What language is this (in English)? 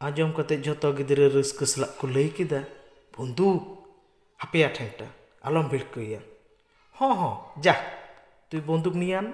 Santali